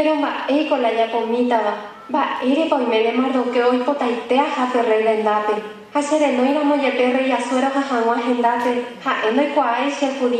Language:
Guarani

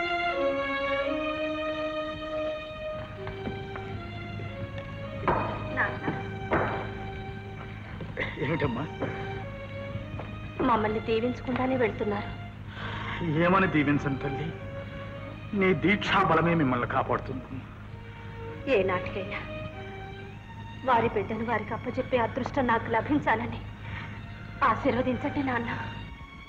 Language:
Telugu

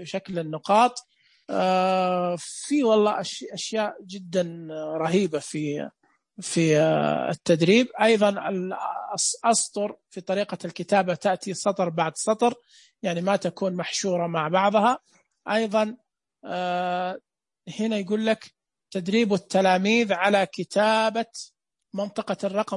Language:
Najdi Arabic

